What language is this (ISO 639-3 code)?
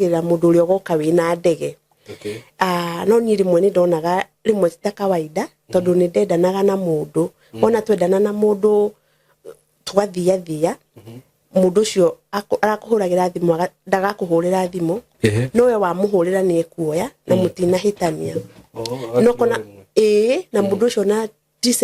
kik